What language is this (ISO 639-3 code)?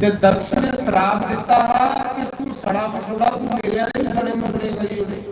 doi